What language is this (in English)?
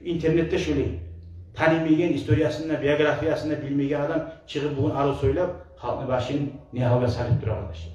Kumyk